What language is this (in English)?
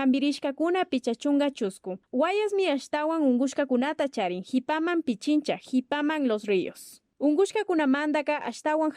Imbabura Highland Quichua